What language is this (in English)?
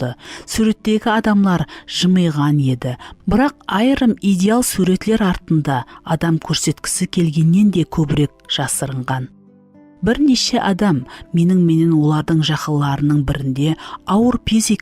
Kara-Kalpak